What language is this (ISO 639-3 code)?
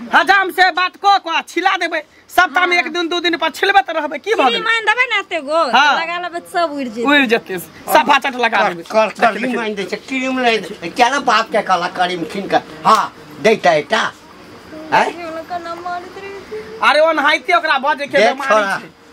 mai